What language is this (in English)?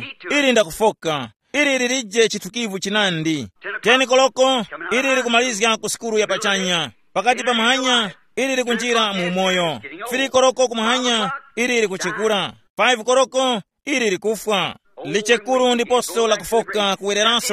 Tumbuka